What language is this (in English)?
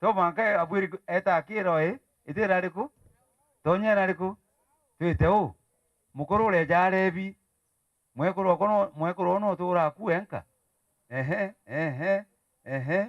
Meru